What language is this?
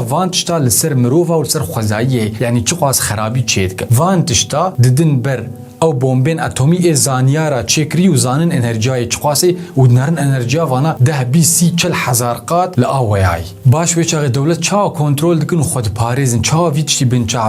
Kurdish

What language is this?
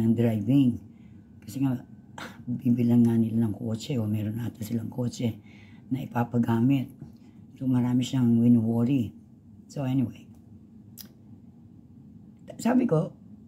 Filipino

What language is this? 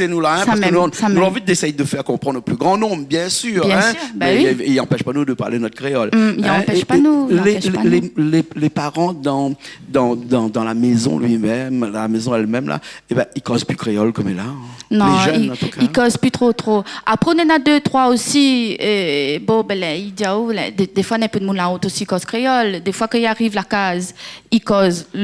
Réunion Creole French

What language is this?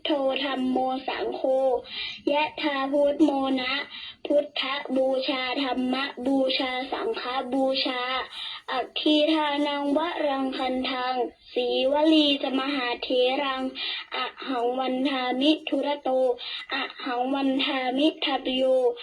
Pali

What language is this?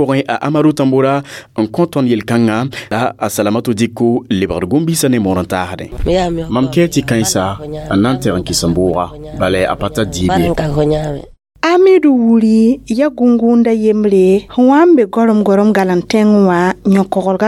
Mossi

